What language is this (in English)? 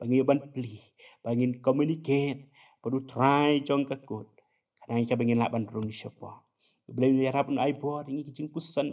Khasi